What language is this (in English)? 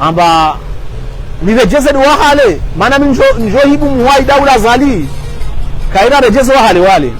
Ngazidja Comorian